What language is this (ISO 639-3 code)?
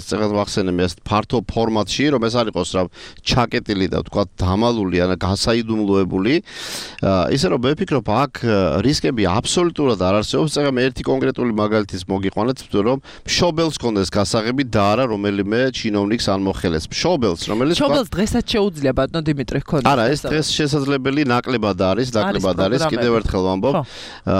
kat